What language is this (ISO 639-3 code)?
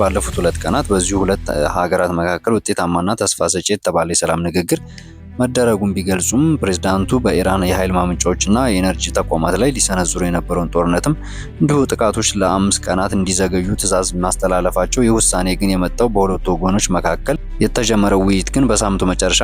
amh